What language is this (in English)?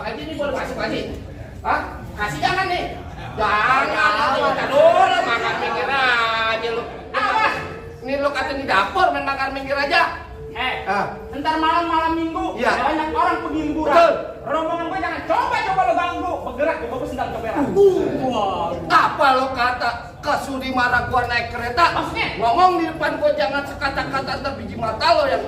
Betawi